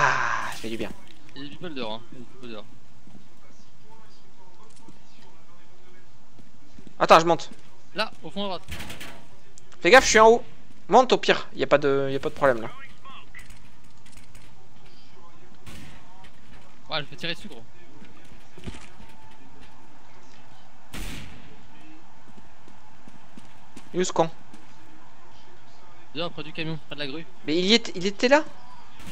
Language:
French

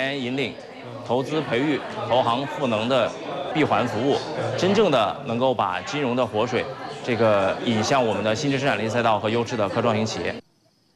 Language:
Chinese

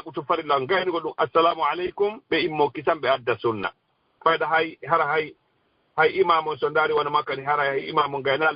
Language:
Fula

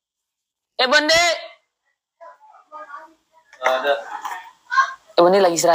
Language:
Indonesian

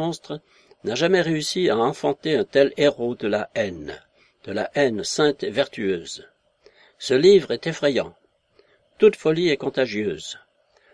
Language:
French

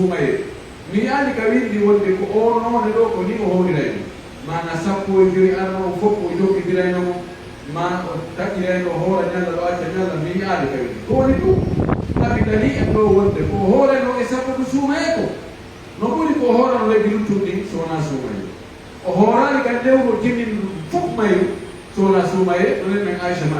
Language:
Pular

